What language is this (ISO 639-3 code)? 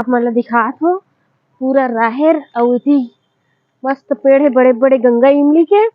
hne